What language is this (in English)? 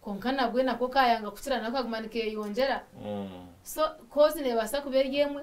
Nyankole